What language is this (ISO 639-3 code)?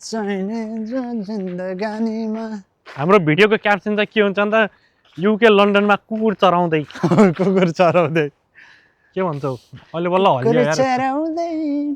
nep